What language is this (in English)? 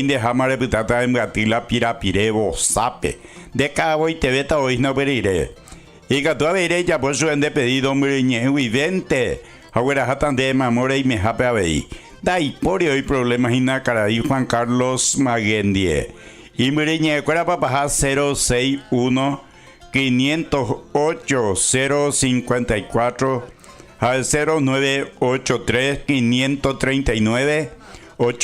Guarani